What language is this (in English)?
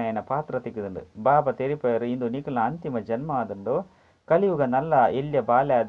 Tulu